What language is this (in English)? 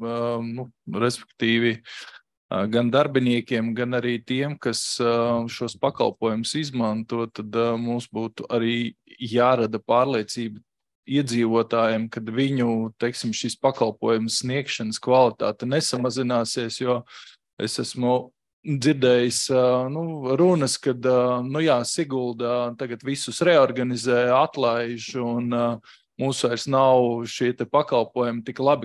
Latvian